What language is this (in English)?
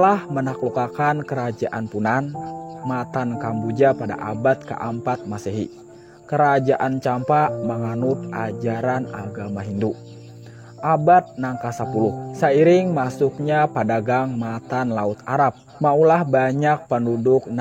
Banjar